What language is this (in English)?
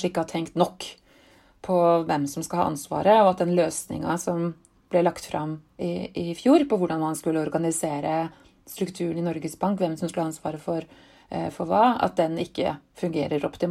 Norwegian